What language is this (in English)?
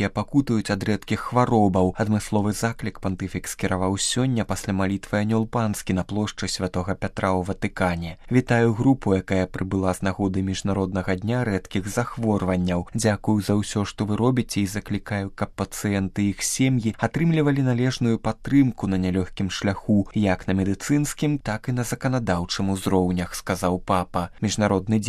Belarusian